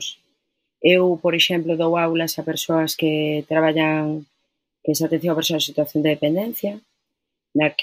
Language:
Galician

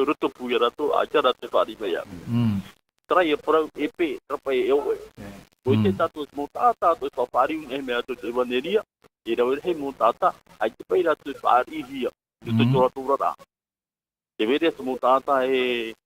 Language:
Tahitian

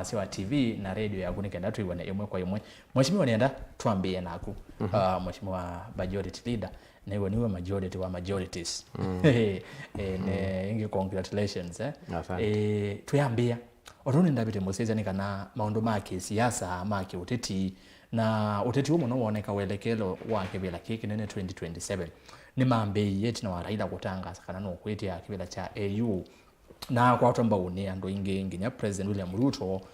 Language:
Kamba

